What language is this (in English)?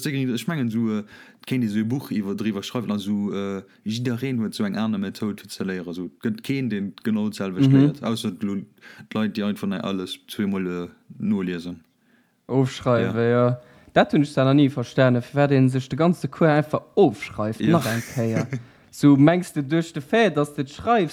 Luxembourgish